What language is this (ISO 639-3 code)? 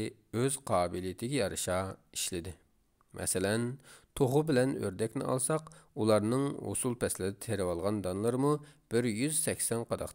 uig